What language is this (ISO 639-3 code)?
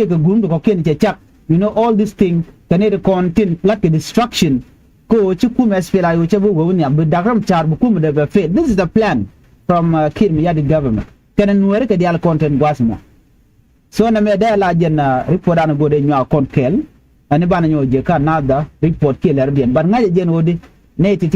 nus